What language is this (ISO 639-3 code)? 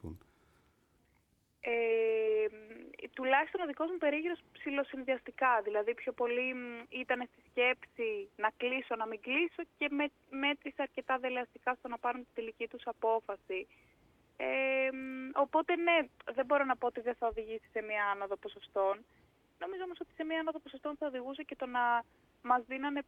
ell